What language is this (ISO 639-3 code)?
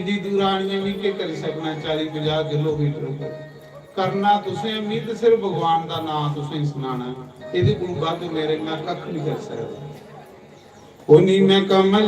doi